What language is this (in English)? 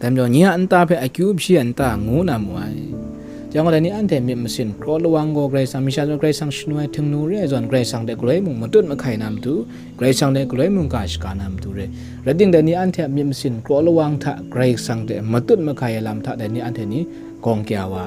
Kachin